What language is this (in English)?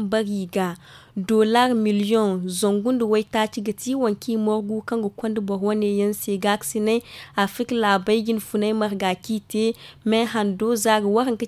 Zarma